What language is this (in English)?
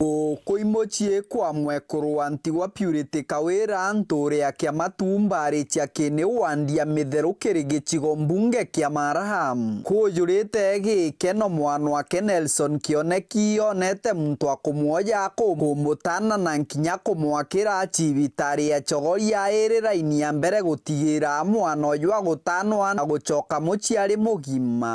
Meru